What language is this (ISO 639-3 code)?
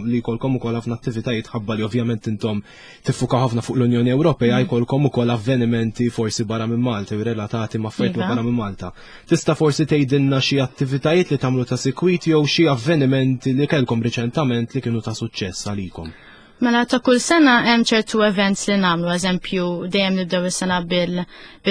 mlt